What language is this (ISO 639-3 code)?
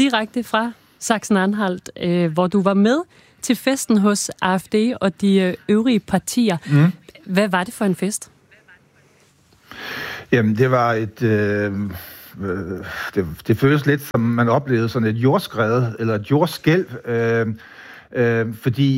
dan